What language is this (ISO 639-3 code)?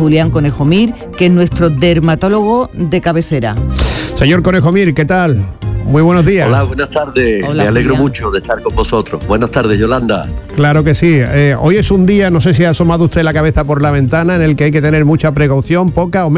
spa